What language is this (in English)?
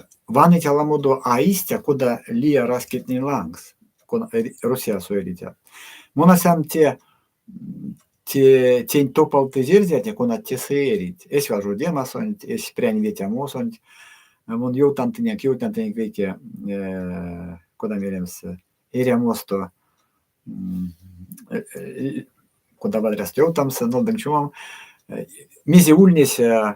Erzya